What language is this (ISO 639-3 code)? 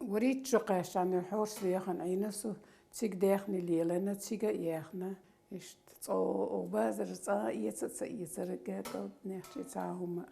che